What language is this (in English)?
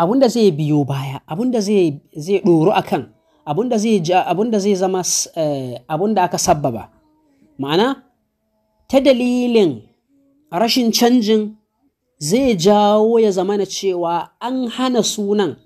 Hausa